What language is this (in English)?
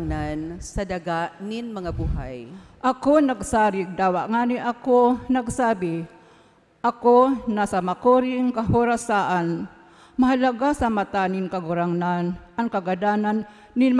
Bikol